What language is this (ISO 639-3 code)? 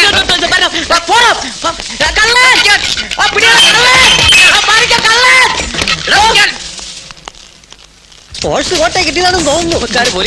mal